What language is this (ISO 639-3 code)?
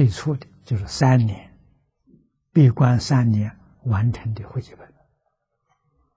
zho